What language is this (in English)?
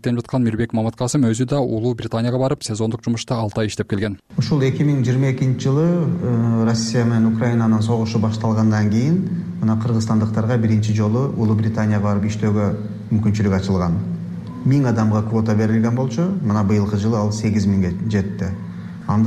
Kyrgyz